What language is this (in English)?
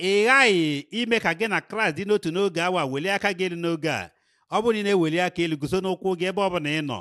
Igbo